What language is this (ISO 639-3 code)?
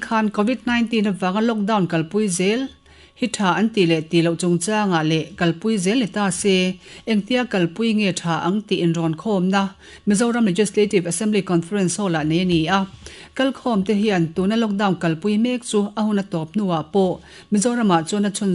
lus